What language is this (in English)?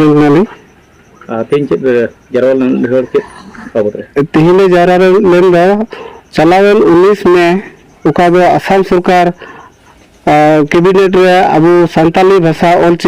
Santali